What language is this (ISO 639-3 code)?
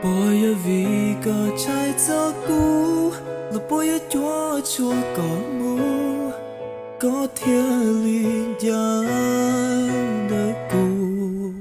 hmn